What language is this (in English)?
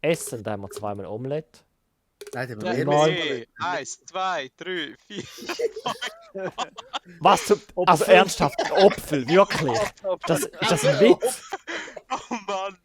Swiss German